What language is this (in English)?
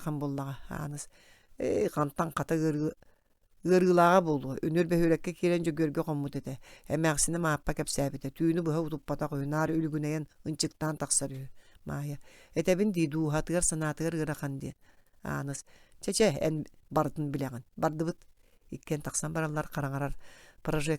Yakut